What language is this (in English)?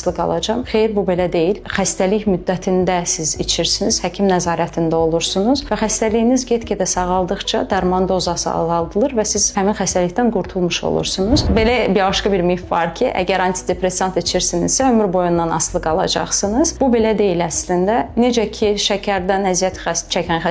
Azerbaijani